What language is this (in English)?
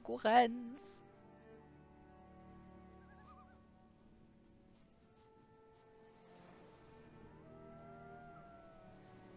German